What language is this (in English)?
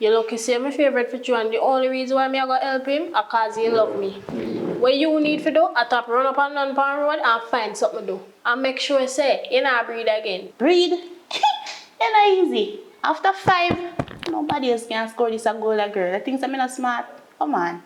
Jamaican Creole English